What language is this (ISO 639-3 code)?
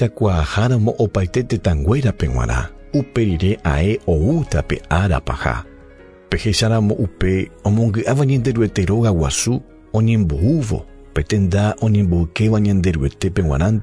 grn